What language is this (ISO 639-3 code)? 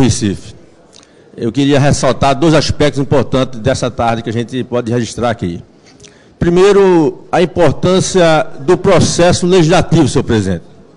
por